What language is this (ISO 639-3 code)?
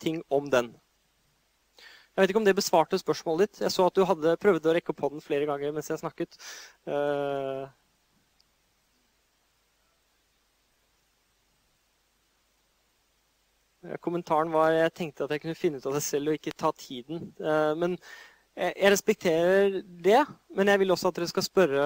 nor